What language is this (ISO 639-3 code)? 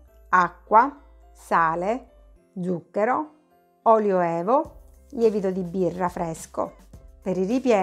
ita